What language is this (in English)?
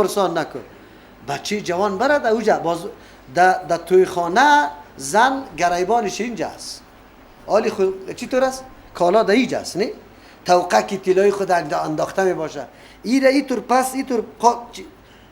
Persian